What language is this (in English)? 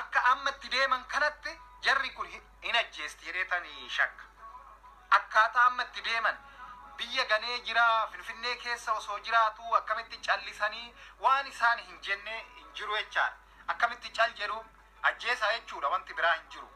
Oromo